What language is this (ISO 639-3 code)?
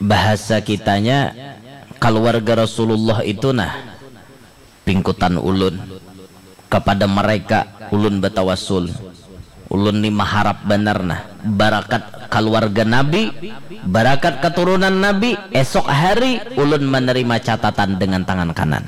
bjn